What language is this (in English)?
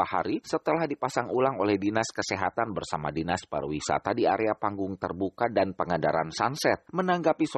Indonesian